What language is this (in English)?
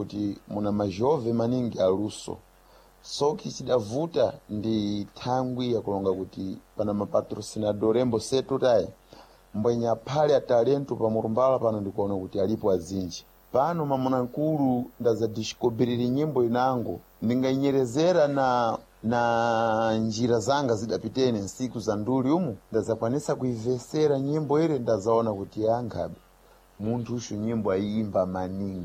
Sena